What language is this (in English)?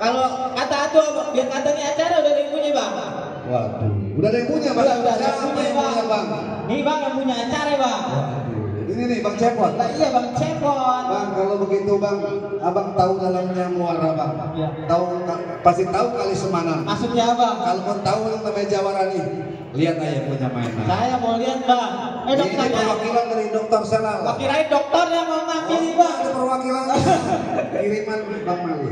Betawi